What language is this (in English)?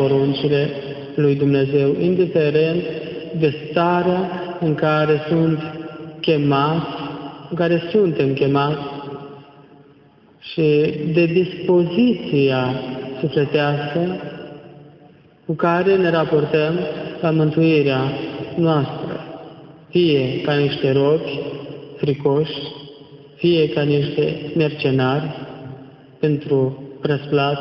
Romanian